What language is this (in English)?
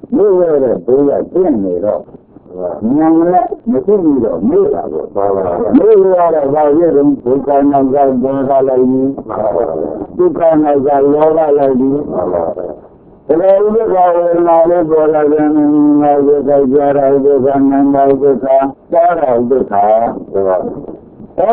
Burmese